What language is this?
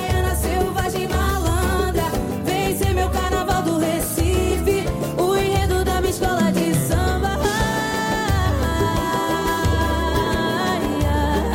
Portuguese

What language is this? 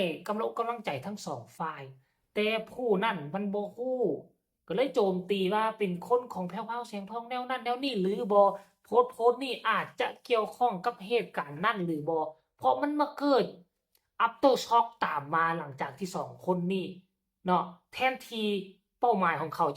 Lao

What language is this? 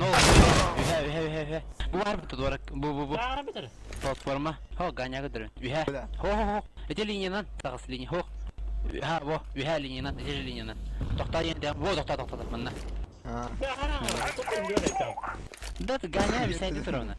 Yakut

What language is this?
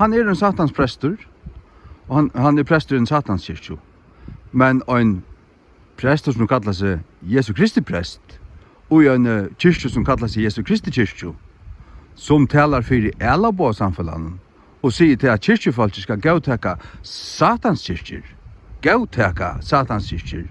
Faroese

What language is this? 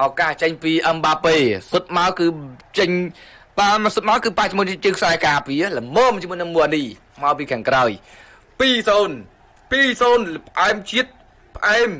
Khmer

